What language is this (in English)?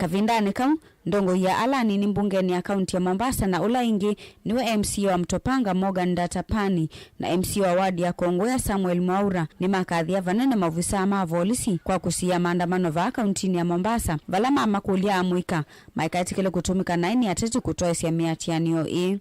Kamba